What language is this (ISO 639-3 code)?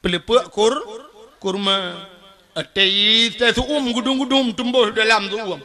ace